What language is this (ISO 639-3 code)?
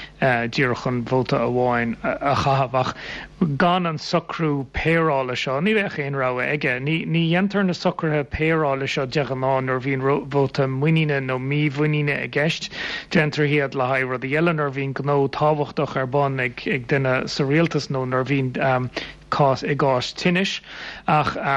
gle